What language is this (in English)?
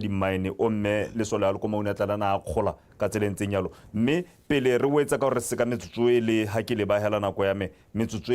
Tswana